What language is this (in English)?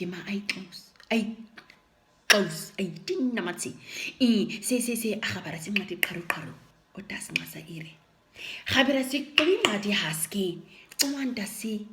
Nama